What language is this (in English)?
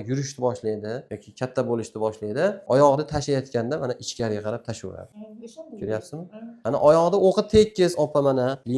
Uzbek